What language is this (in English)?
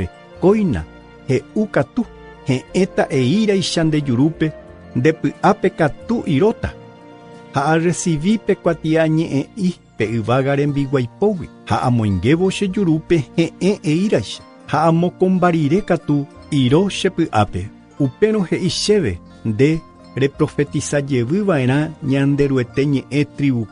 Guarani